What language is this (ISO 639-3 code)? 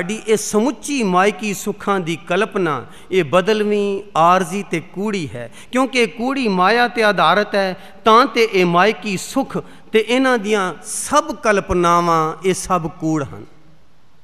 pan